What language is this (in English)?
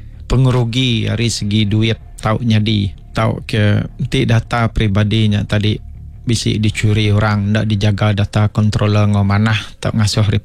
Iban